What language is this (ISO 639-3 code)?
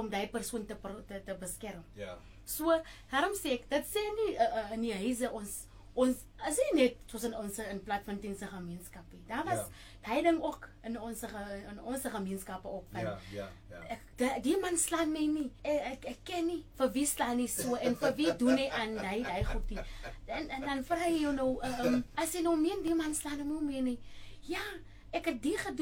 afr